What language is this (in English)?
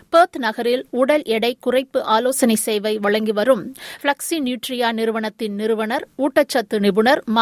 Tamil